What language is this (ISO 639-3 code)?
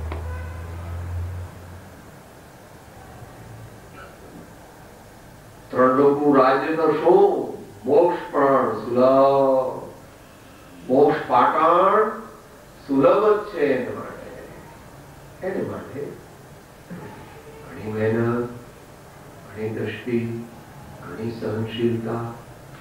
guj